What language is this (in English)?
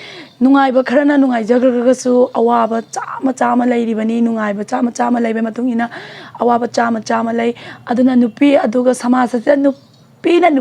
Manipuri